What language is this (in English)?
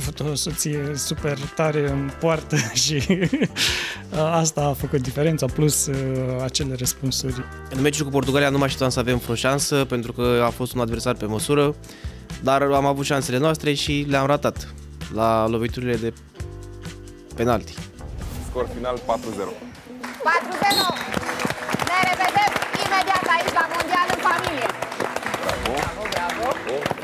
Romanian